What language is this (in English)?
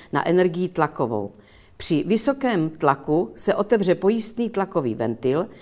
Czech